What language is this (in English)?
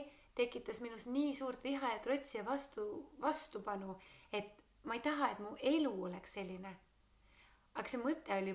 Estonian